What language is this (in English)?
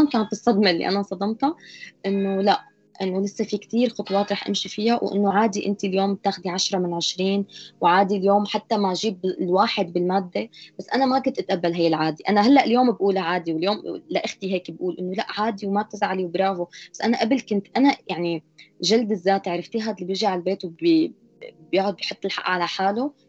North Levantine Arabic